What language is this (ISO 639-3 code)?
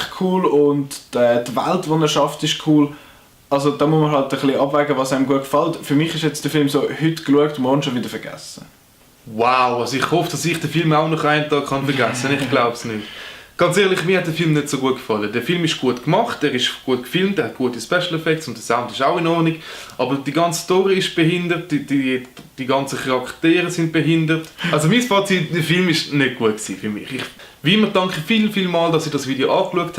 gsw